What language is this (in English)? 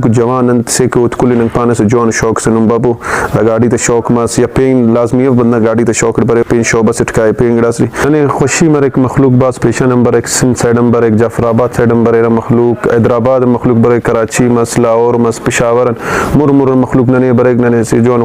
Brahui